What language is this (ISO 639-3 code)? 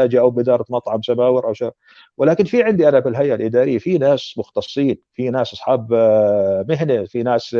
apc